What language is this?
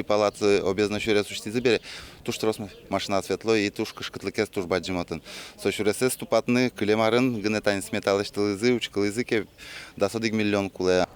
Udmurt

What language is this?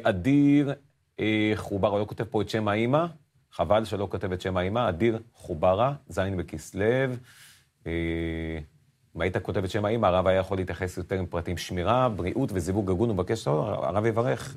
Hebrew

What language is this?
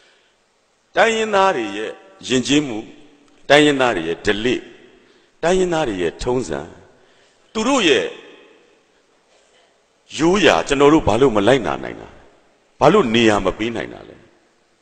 Burmese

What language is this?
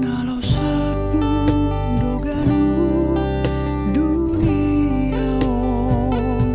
Batak Simalungun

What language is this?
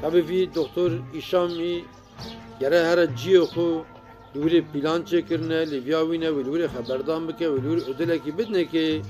Kurdish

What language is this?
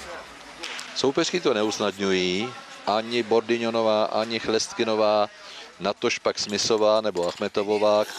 Czech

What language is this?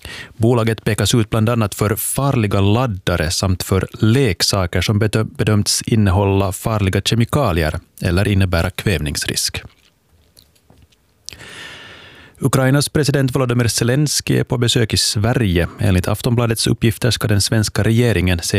Swedish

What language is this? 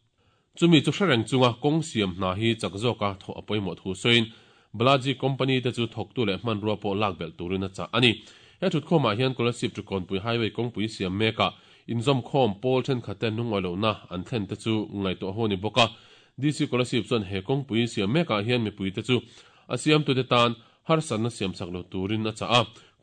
Mizo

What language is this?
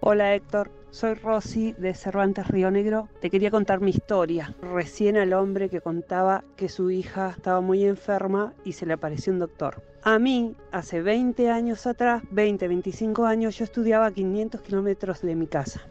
Spanish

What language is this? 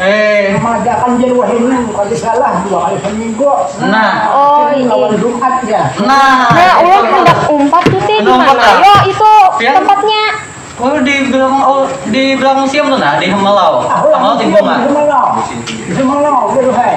Banjar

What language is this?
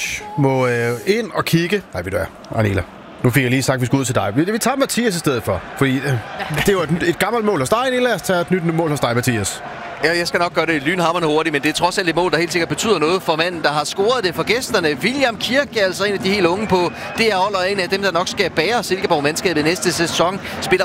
Danish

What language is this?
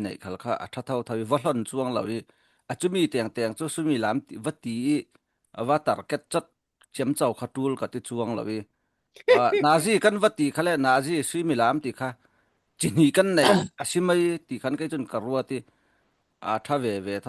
Falam Chin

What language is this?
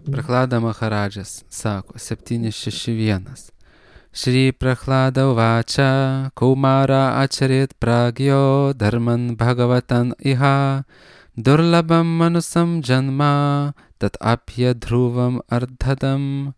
Lithuanian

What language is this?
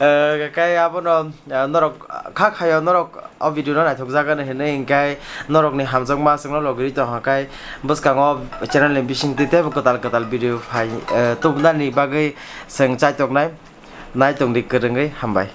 Kok Borok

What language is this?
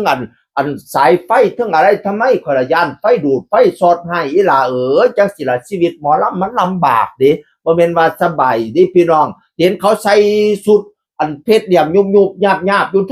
Northeastern Thai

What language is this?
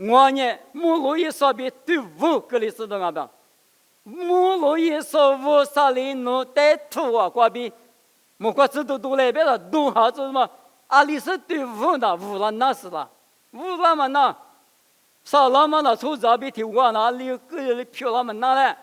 Lisu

